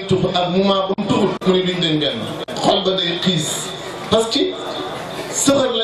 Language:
Wolof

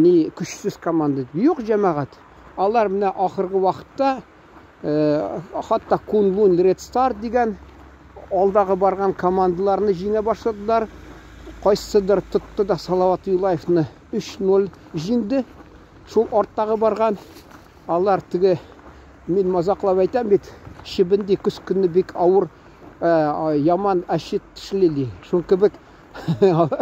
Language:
Tatar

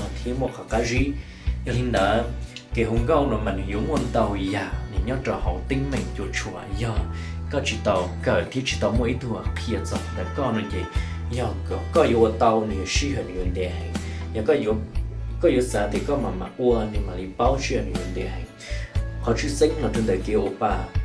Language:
Hmong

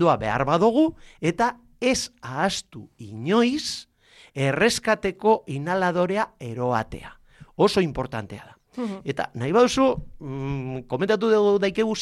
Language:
Basque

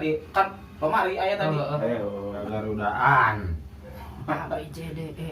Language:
Sundanese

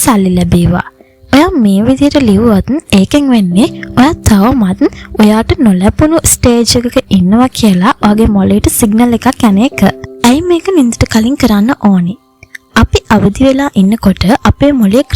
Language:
Sinhala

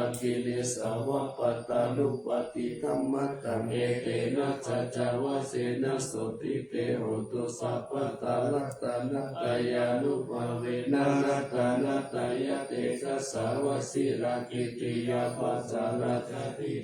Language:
Pali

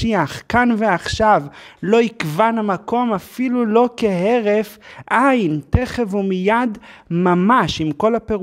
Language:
Hebrew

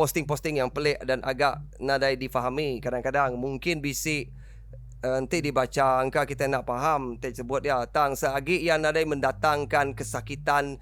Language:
Iban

